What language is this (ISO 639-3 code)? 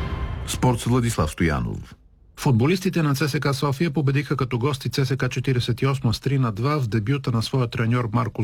bul